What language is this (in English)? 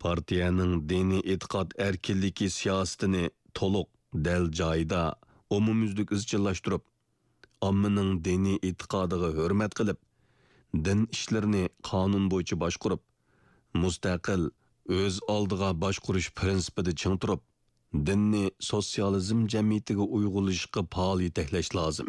Uyghur